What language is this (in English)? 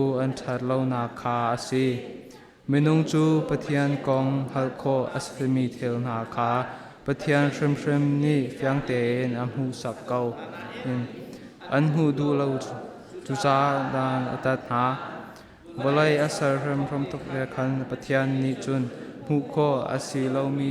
Falam Chin